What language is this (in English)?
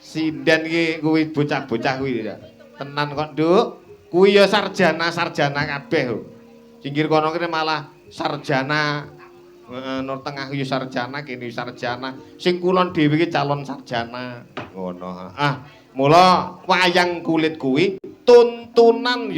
Javanese